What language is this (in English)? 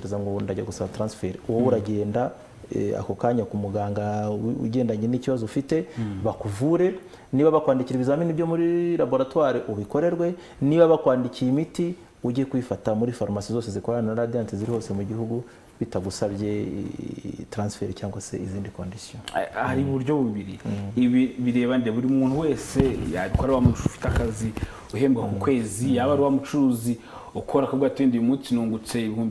Kinyarwanda